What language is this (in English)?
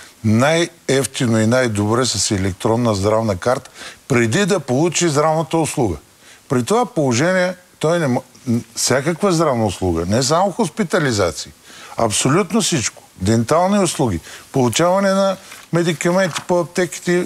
Bulgarian